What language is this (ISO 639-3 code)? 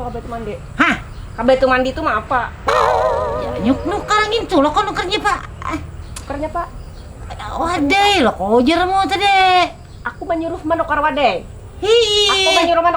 bjn